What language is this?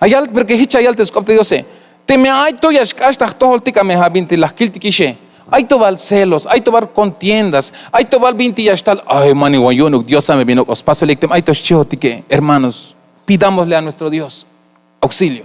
Tzeltal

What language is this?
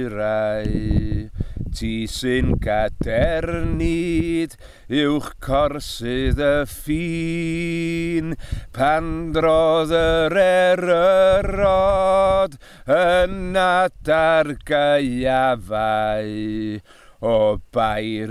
Welsh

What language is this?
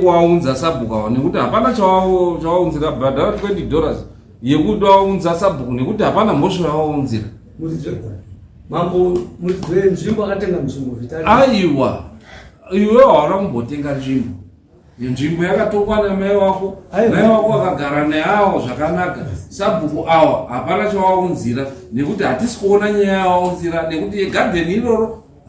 Shona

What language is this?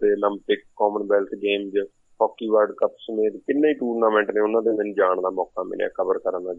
Punjabi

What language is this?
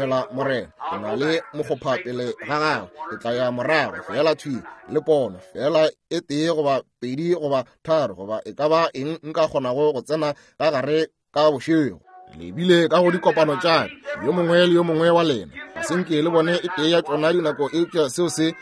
Northern Sotho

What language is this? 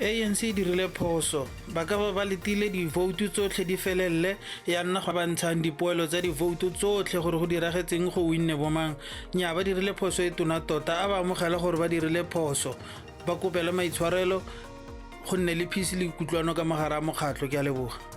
Tswana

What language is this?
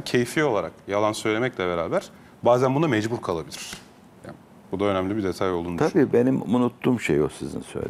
Turkish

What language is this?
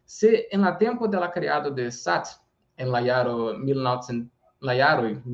Esperanto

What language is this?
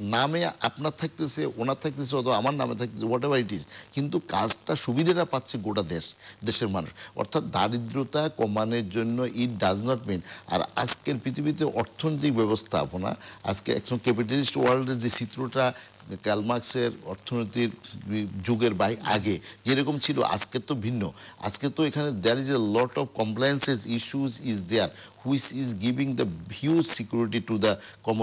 Bangla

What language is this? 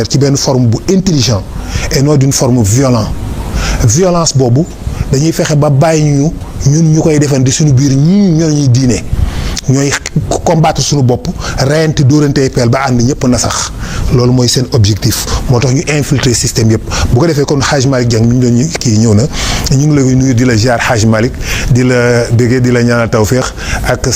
Wolof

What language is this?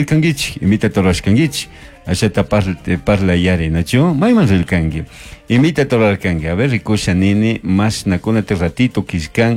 Chimborazo Highland Quichua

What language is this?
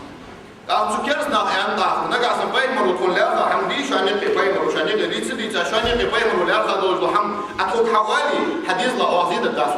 Ingush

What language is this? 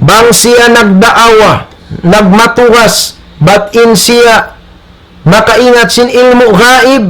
Tausug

